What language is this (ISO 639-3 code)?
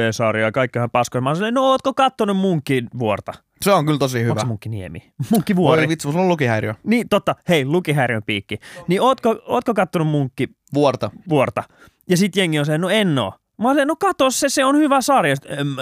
fin